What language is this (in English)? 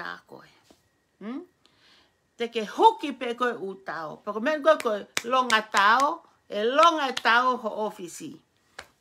Tongan